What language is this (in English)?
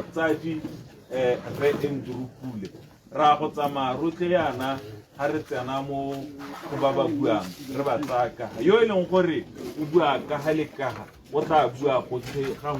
Tswana